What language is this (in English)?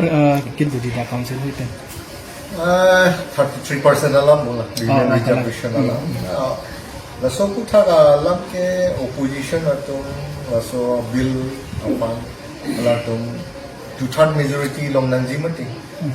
Karbi